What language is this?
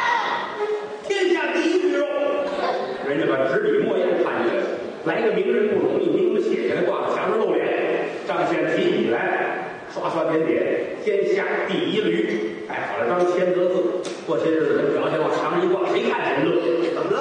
Chinese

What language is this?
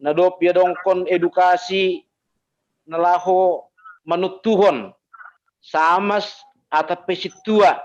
Batak Simalungun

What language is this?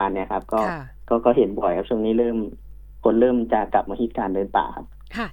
Thai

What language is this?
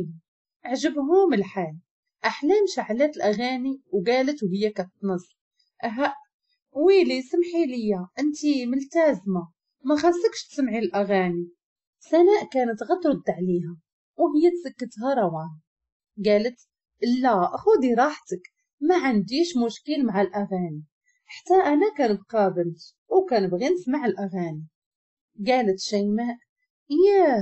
Moroccan Arabic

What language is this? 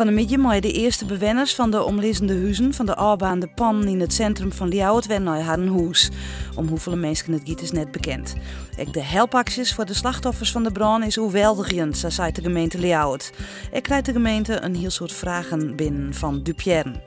Western Frisian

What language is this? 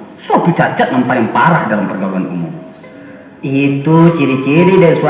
Minangkabau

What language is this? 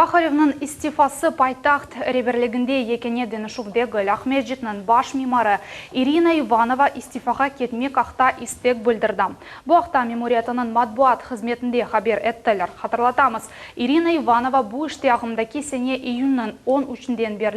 Crimean Tatar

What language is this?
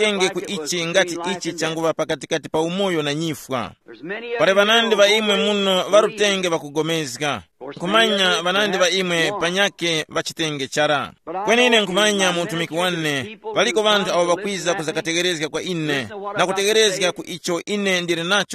Tumbuka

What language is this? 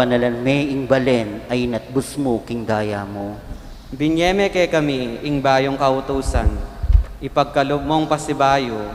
Pampanga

